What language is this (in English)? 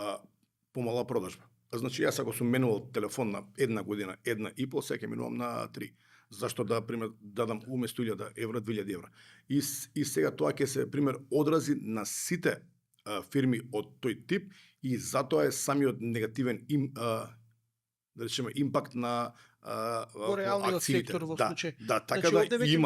Macedonian